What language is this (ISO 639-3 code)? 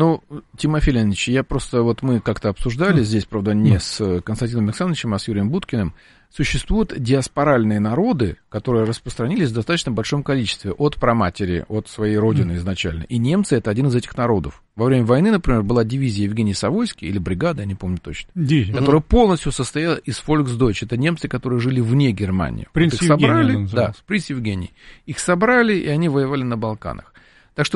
rus